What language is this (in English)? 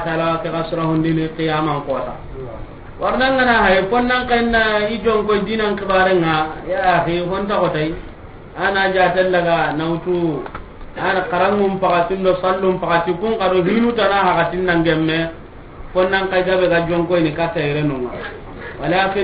Soninke